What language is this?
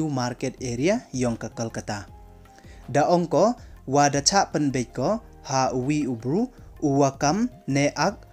Pnar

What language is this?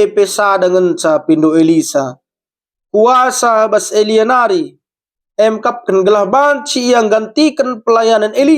Batak Karo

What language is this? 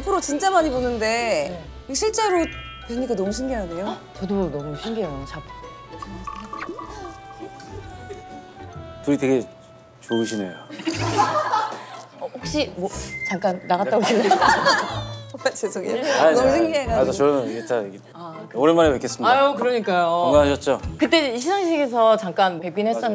Korean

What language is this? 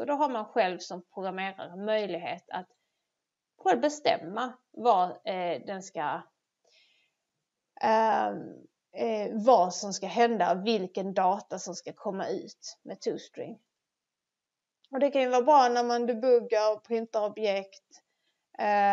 Swedish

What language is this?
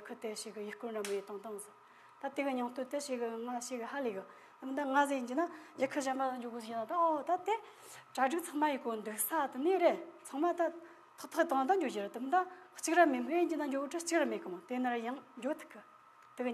Tibetan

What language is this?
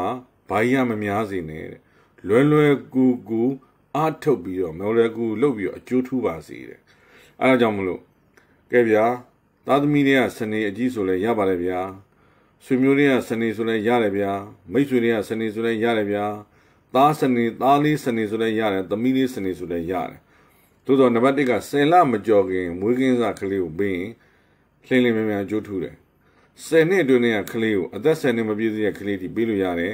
Burmese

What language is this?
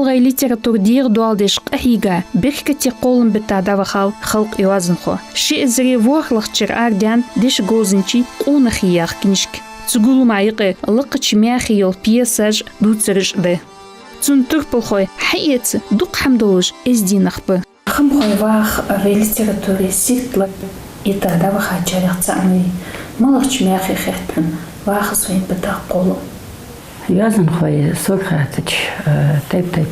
Ingush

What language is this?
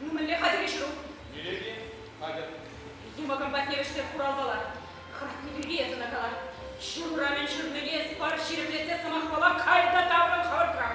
Chuvash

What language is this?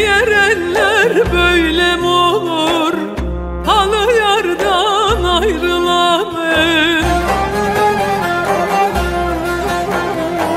Turkish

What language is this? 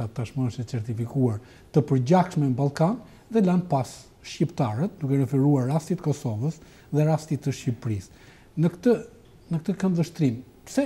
Albanian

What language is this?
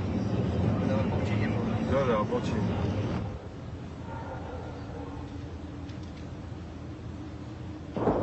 Russian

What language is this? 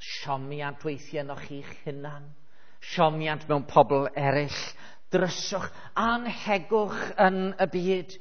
Welsh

